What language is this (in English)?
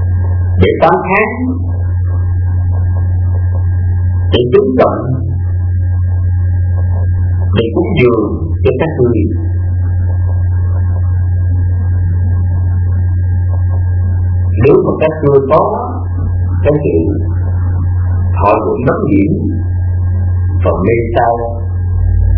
Vietnamese